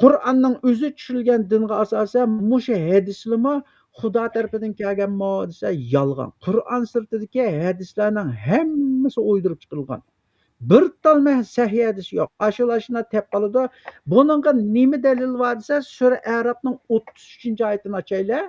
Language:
Uyghur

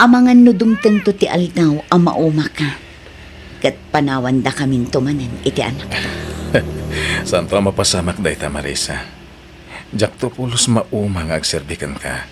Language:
Iloko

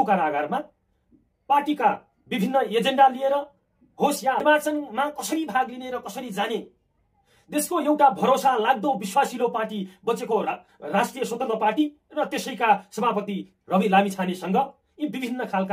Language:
Nepali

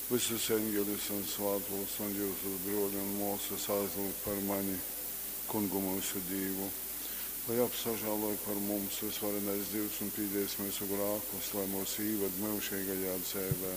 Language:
Latgalian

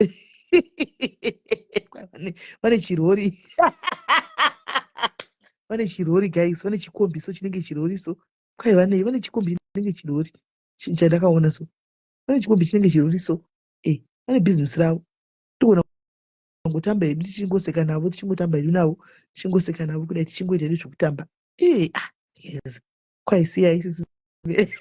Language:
Shona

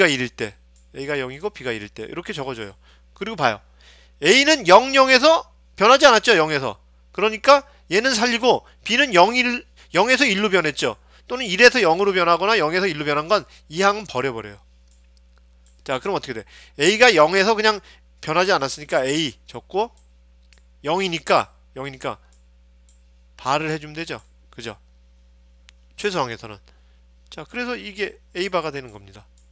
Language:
Korean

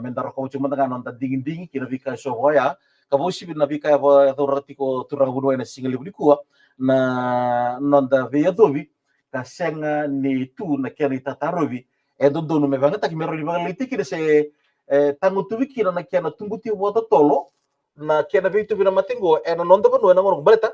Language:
Fijian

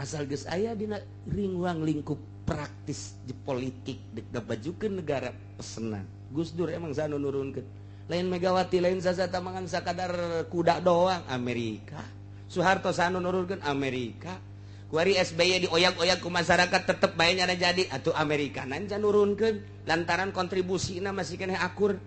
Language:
Sundanese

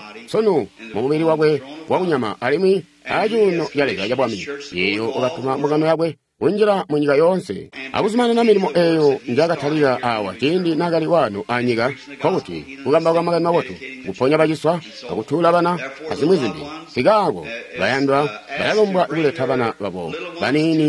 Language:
Tonga (Zambia)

